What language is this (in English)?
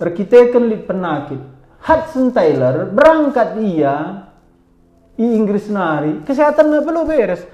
Batak Karo